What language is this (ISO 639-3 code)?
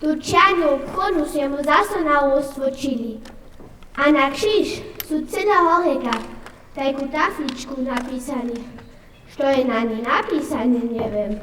hsb